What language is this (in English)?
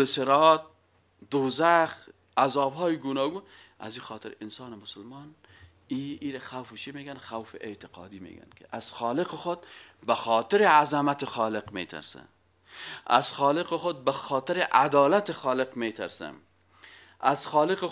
Persian